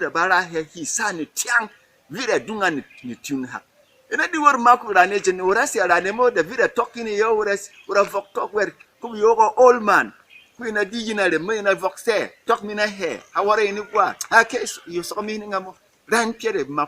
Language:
Berom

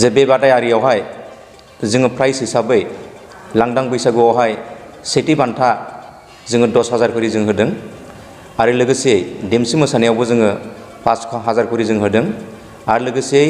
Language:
Bodo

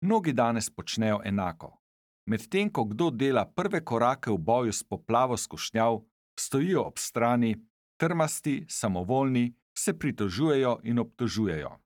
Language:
Slovenian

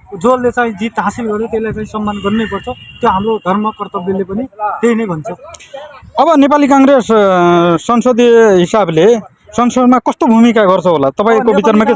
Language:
Nepali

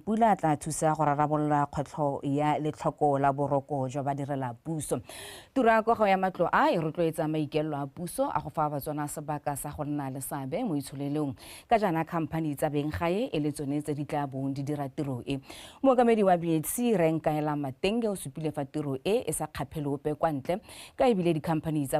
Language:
Tswana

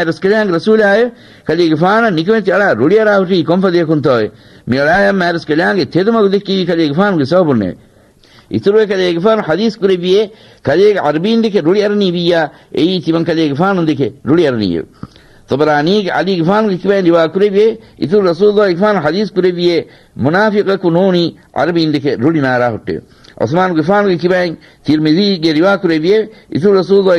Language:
Divehi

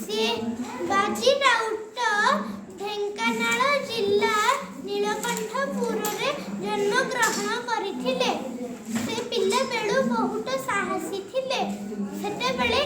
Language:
Odia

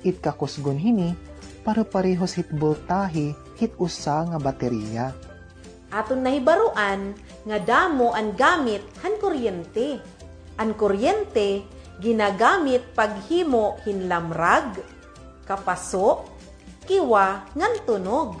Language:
Waray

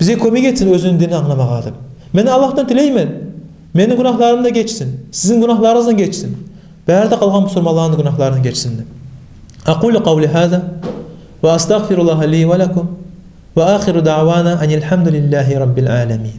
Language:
Kumyk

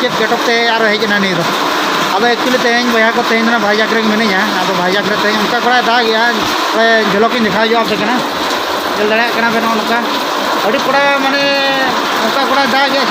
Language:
Santali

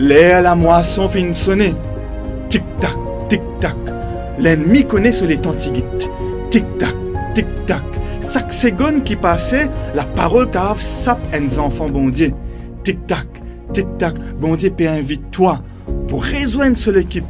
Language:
Morisyen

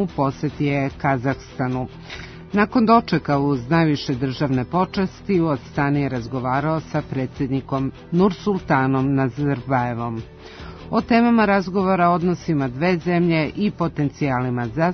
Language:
Serbian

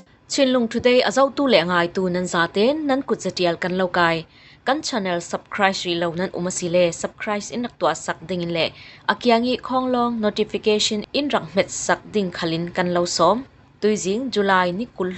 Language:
Falam Chin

